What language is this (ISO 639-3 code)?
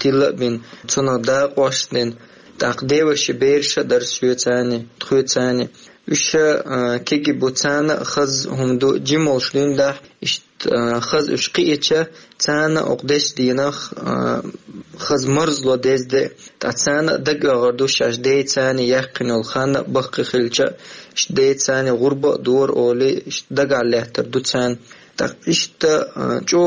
che